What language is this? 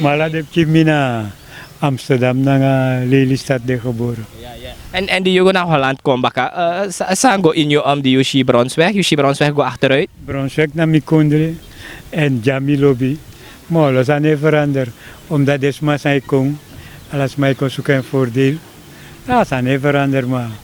Sranan Tongo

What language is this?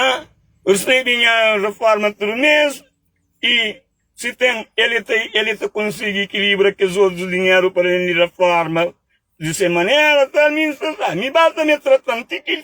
Kabuverdianu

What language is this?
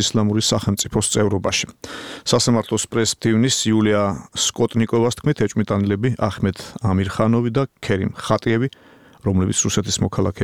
Georgian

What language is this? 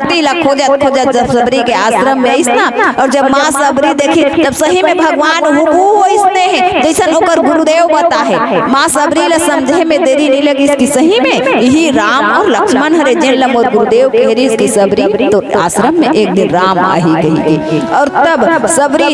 Chhattisgarhi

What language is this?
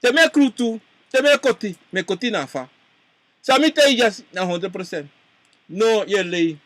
Sranan Tongo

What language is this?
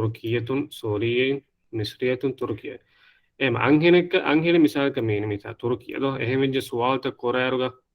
Divehi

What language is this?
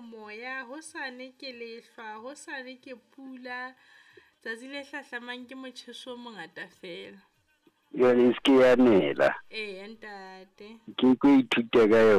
Southern Sotho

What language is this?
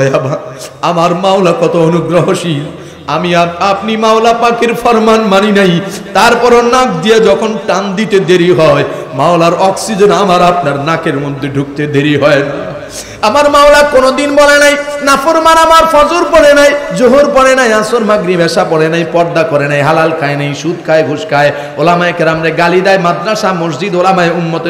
Bangla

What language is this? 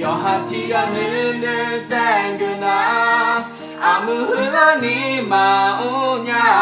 Akha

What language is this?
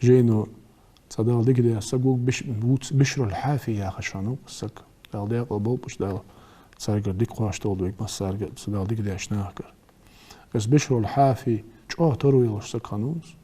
Ingush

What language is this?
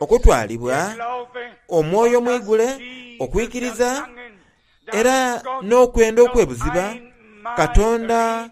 Soga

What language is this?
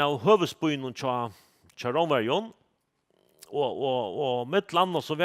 Faroese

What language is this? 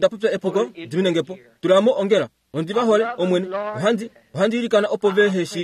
Kuanyama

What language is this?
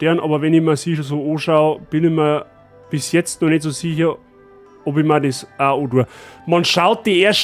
Bavarian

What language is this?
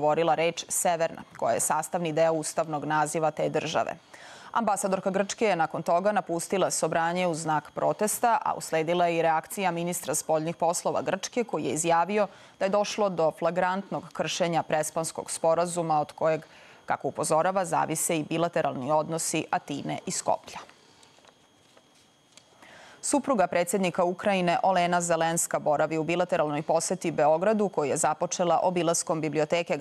Serbian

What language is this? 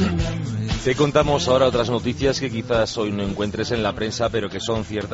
Spanish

